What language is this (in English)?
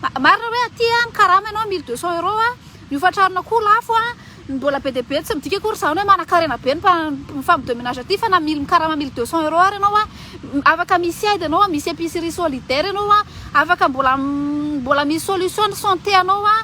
Malagasy